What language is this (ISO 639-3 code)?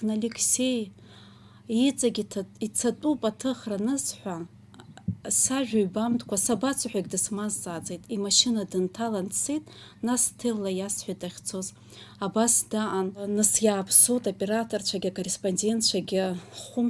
abk